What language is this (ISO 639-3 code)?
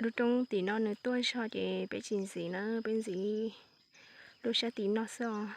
hmn